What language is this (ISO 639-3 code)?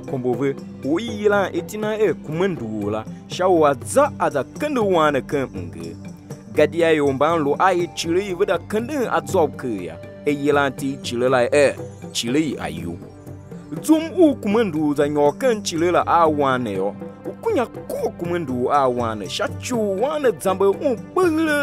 tiv